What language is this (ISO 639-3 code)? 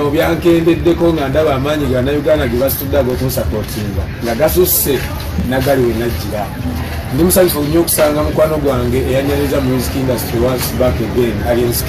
lug